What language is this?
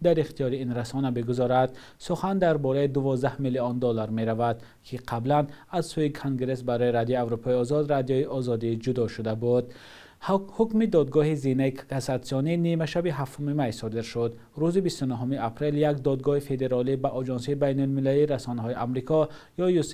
Tajik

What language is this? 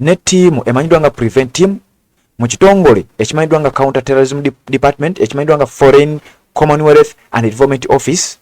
Ganda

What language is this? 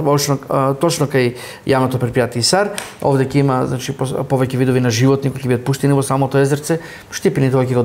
Macedonian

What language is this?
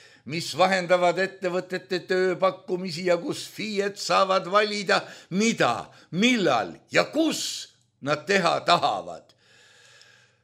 Estonian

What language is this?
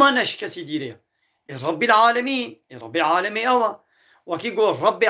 Kurdish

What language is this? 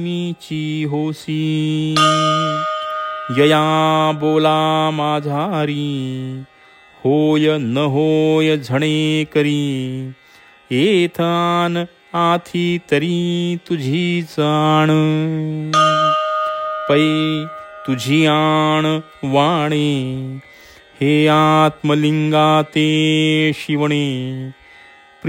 Marathi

